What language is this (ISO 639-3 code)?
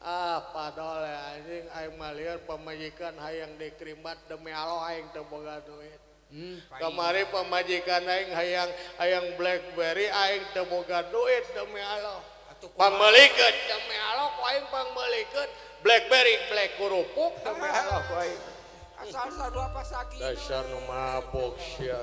sun